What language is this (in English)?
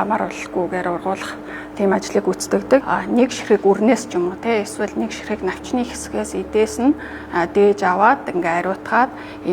Mongolian